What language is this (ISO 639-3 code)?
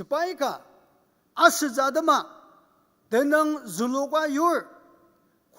njo